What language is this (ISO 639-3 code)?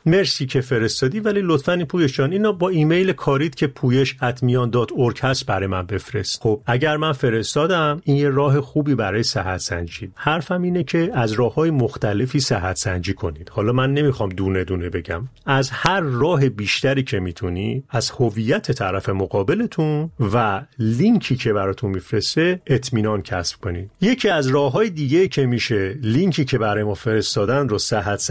fas